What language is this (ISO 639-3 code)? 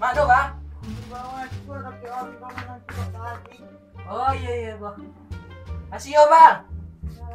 min